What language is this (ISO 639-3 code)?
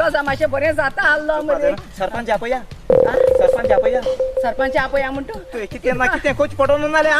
kok